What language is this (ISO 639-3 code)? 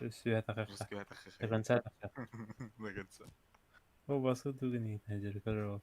sah